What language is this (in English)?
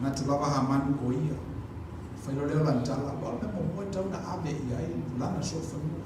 Samoan